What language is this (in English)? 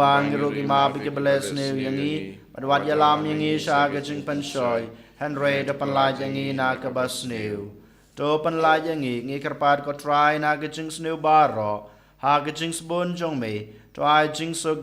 Khasi